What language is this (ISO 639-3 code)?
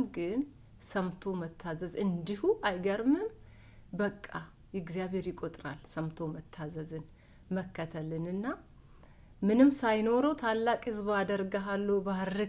amh